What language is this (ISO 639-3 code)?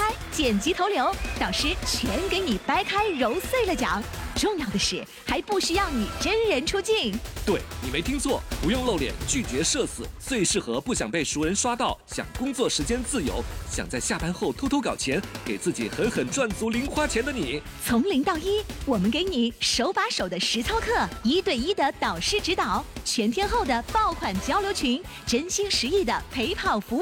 zho